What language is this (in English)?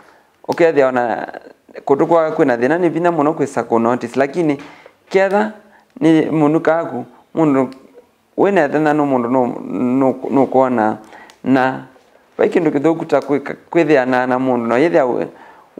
Kamba